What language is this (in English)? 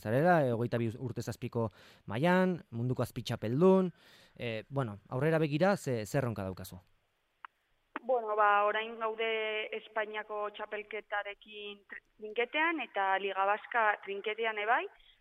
Basque